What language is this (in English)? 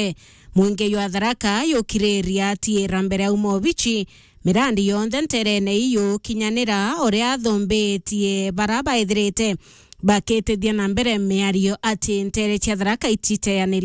Meru